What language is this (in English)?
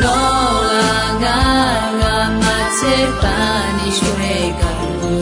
Akha